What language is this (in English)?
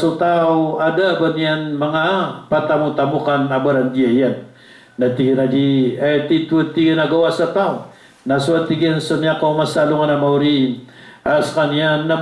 Maranao